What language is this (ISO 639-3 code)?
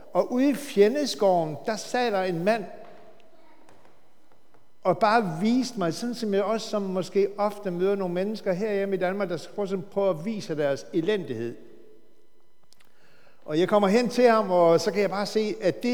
dan